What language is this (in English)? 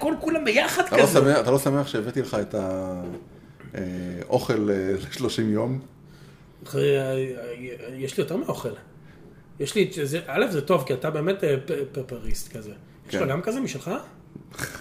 Hebrew